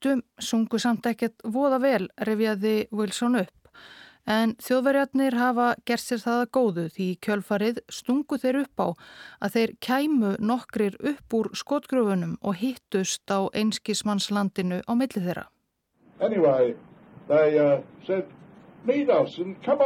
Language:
Icelandic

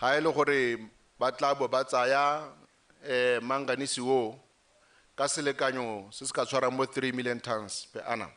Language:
Tswana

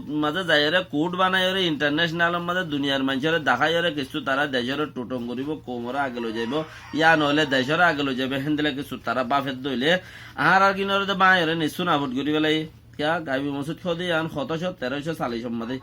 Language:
Rohingya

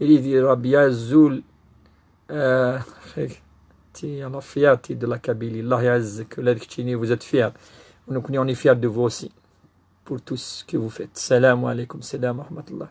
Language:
Kabyle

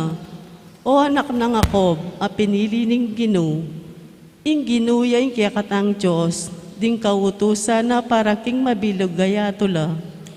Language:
Pampanga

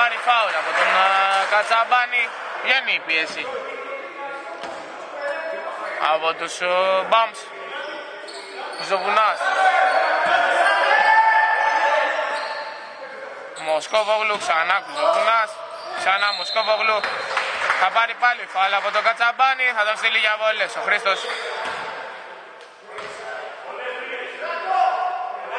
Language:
Greek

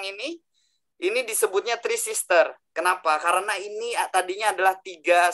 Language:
Indonesian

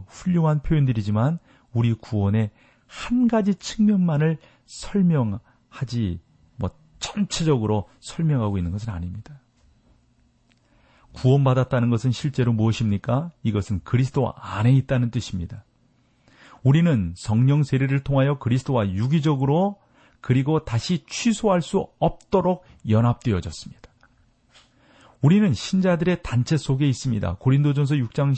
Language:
Korean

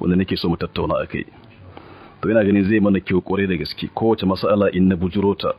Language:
Hausa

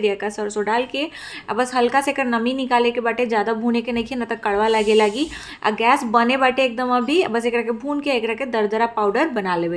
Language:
Bhojpuri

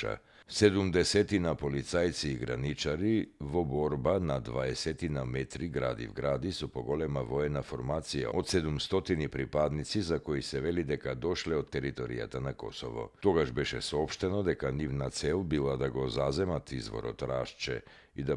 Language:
Macedonian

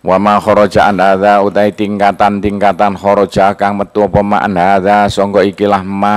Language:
Javanese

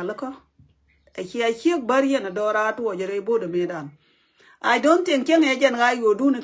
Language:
Nuer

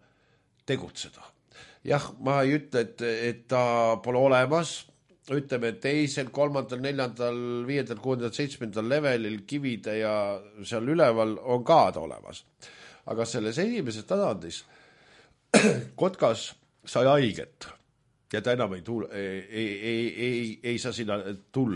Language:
Estonian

